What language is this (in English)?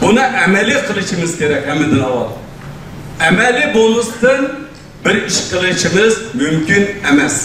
Uyghur